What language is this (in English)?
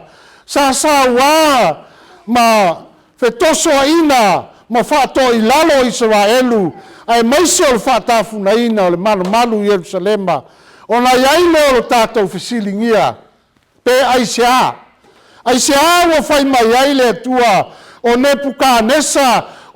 Samoan